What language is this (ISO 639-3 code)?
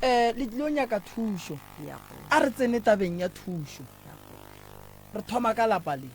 nso